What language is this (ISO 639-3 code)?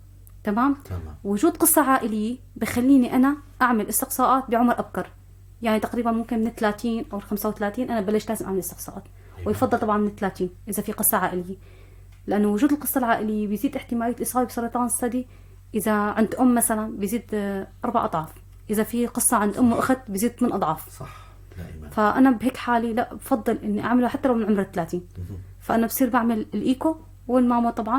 apc